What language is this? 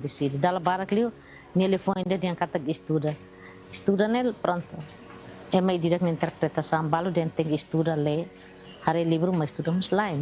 Tetum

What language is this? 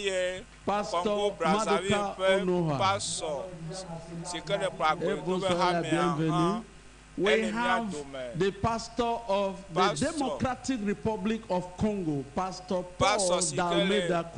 Ewe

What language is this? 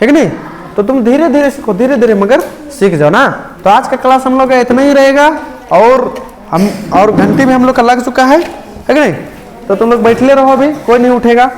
Kurukh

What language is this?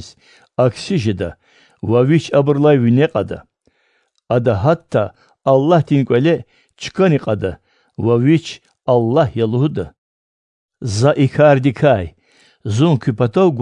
Lezghian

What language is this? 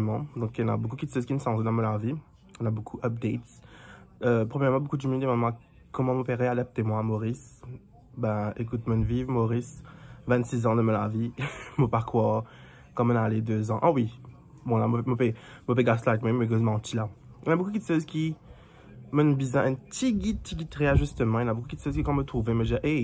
Morisyen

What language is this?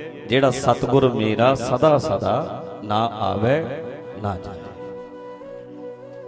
Punjabi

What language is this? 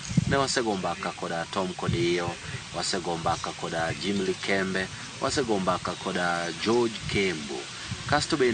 Luo (Kenya and Tanzania)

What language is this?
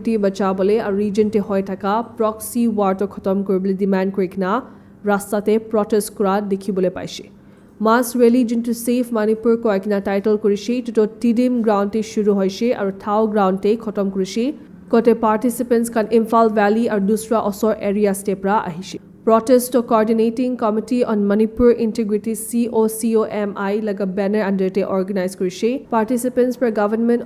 Naga Pidgin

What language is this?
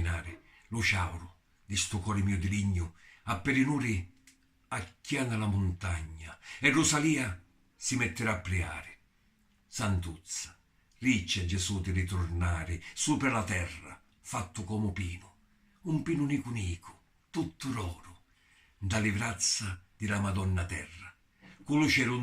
Sicilian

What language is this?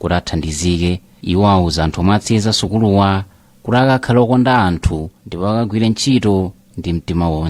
Nyanja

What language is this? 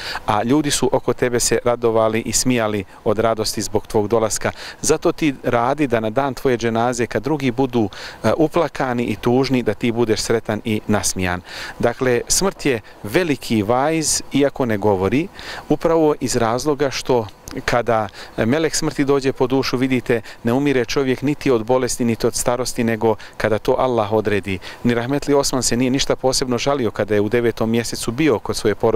Bosnian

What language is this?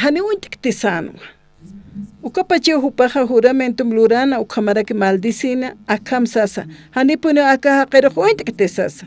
Aymara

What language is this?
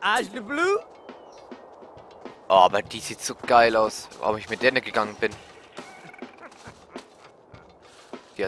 German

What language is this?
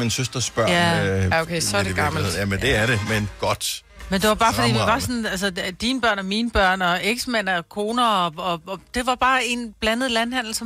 Danish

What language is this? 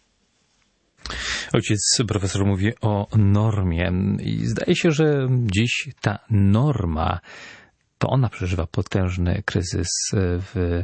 Polish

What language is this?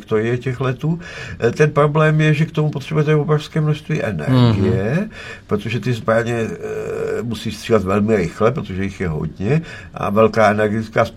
Czech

